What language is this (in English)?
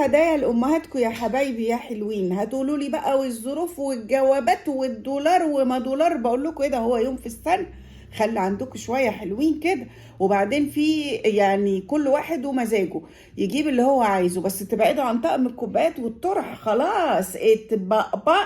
Egyptian Arabic